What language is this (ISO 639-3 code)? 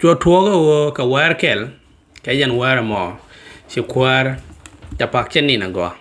nus